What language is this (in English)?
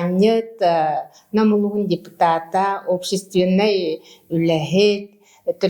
Yakut